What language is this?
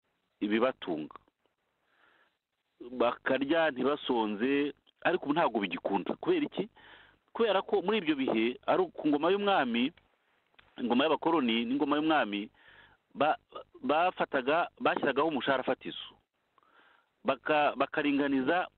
Kinyarwanda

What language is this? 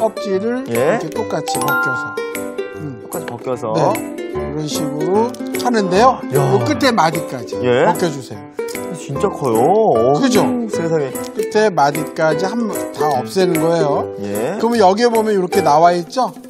Korean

